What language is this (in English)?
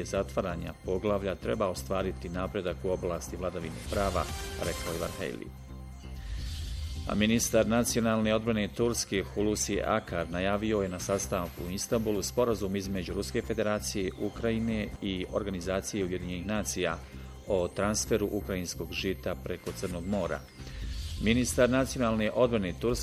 Bosnian